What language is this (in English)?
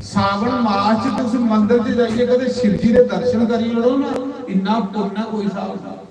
Dogri